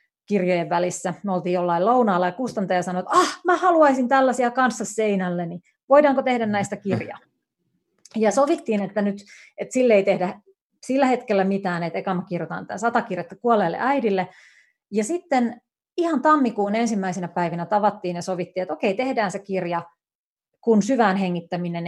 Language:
Finnish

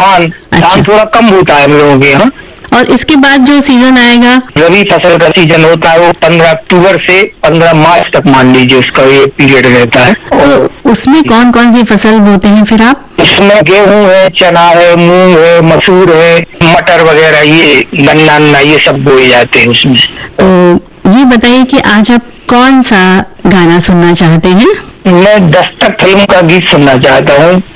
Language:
Hindi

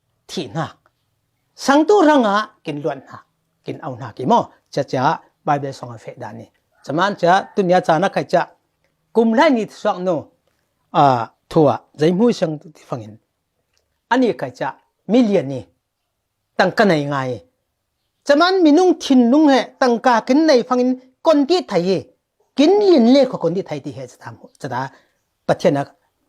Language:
Falam Chin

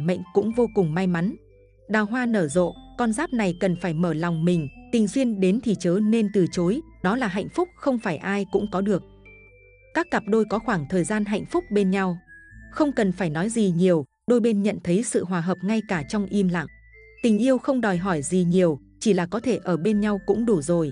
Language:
Vietnamese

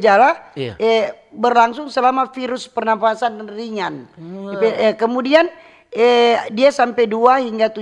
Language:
Manado Malay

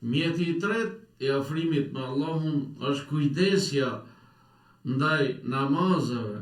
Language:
Albanian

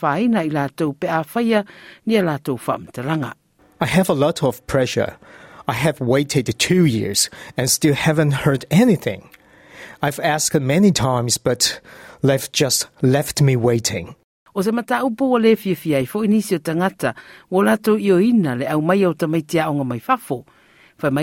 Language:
Samoan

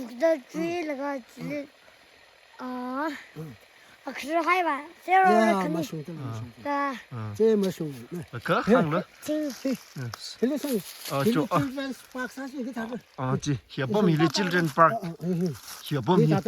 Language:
Tangkhul Naga (India)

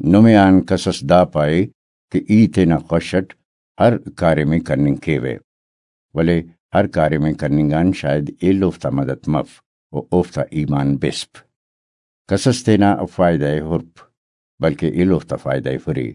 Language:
Brahui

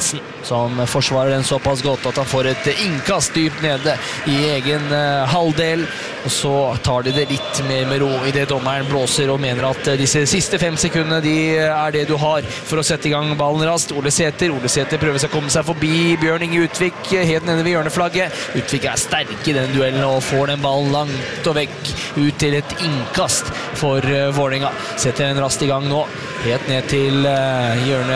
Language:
Norwegian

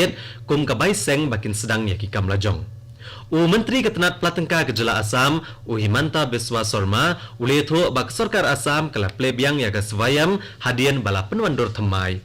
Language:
Khasi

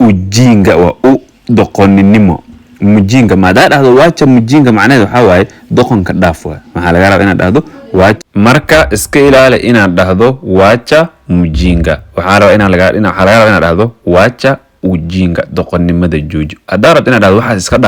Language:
Somali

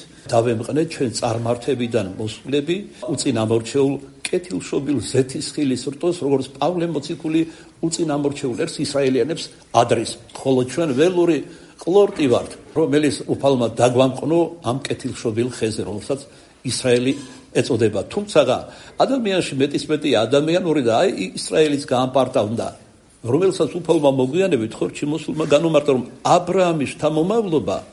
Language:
Georgian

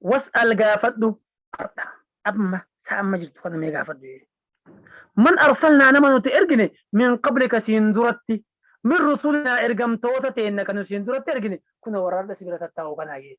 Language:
Oromo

